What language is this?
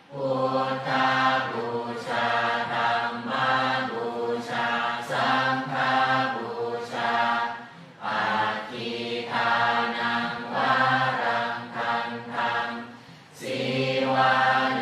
Pali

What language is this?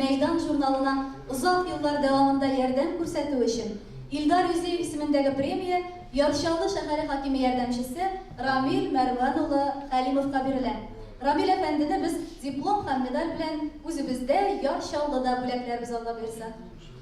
Tatar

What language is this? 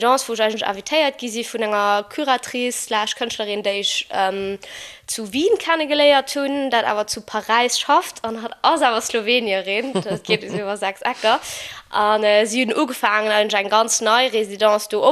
Luxembourgish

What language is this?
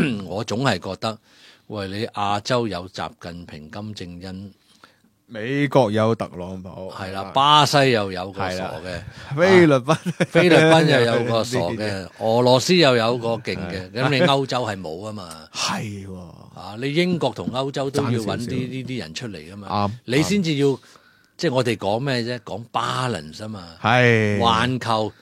Cantonese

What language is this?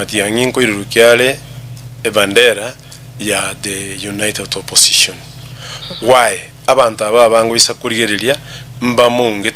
Gusii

